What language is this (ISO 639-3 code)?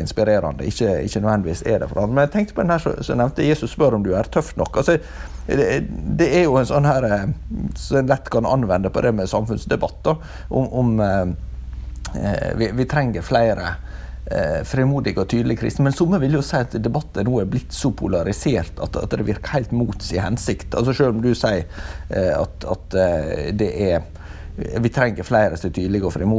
nor